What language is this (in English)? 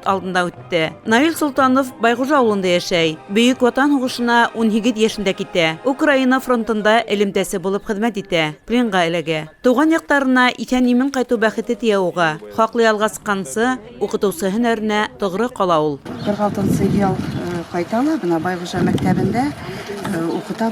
Bashkir